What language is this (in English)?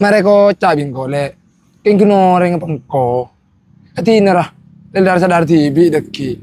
Madurese